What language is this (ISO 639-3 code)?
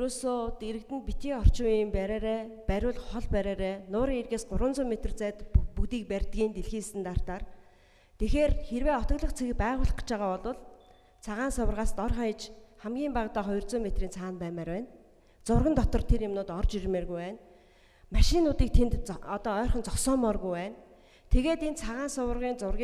mon